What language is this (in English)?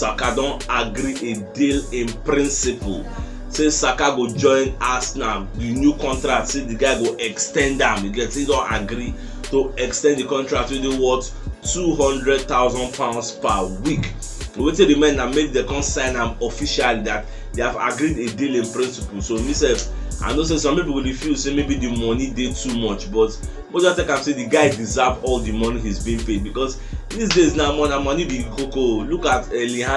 Nigerian Pidgin